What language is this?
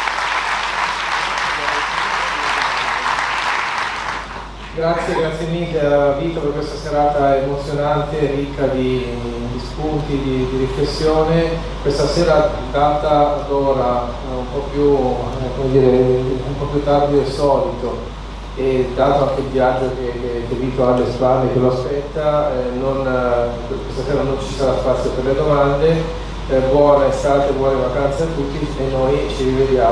Italian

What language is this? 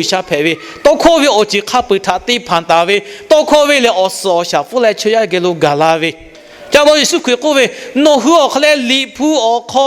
Lahu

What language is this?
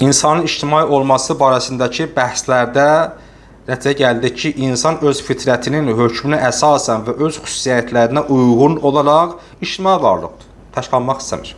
Azerbaijani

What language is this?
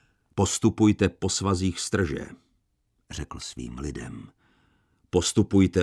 Czech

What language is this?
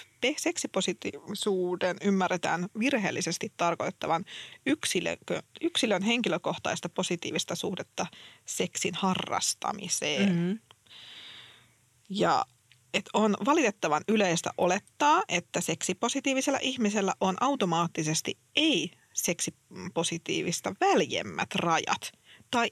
Finnish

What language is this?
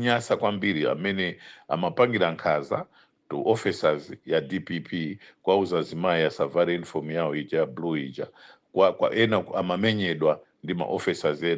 Nyanja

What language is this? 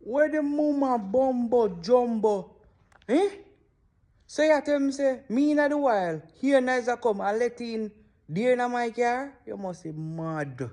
Jamaican Creole English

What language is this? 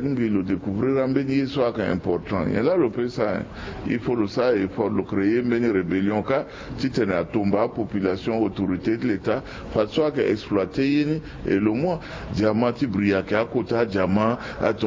Sango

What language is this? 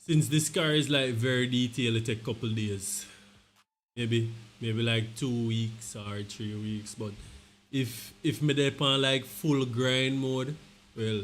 Jamaican Creole English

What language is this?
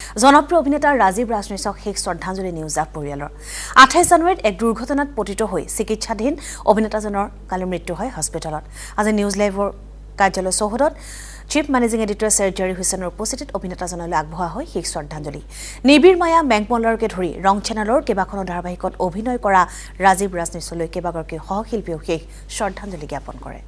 Assamese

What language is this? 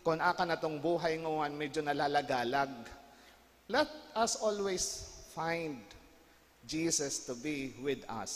Bikol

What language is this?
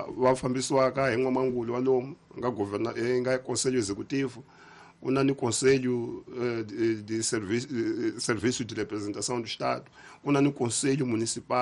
Tsonga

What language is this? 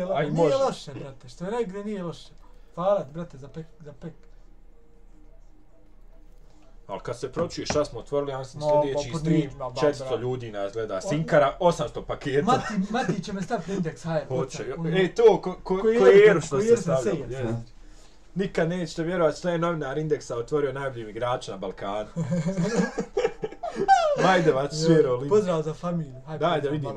Bosnian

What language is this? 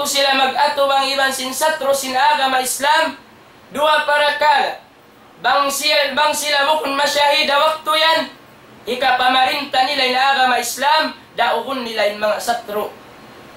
Tausug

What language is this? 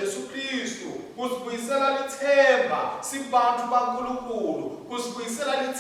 Swati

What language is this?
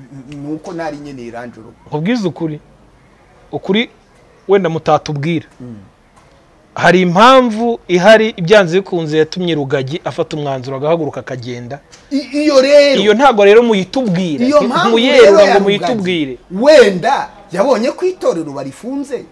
Kinyarwanda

